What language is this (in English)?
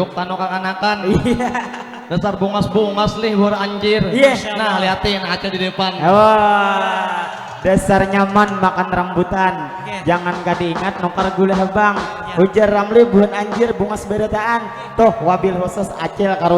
Banjar